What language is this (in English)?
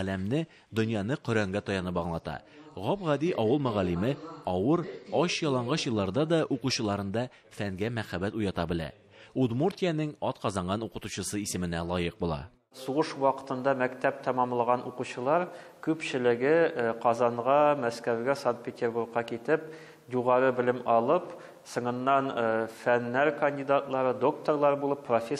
Tatar